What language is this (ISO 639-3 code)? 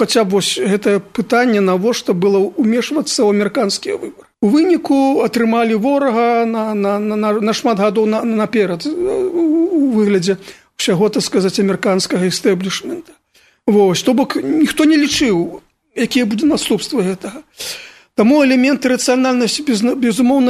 bel